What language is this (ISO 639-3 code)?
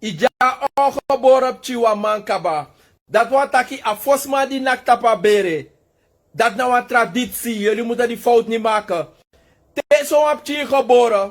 srn